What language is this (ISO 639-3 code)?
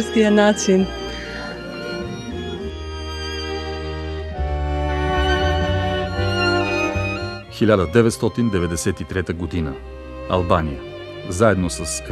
bul